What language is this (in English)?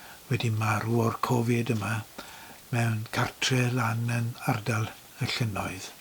Welsh